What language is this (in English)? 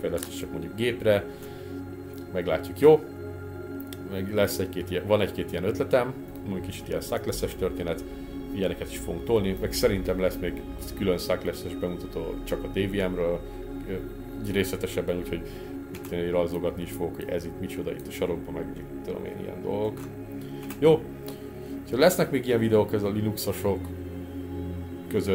Hungarian